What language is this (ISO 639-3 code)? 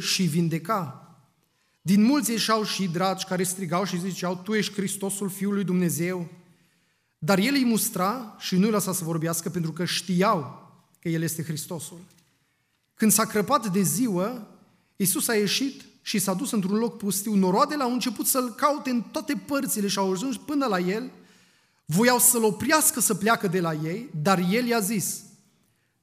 ron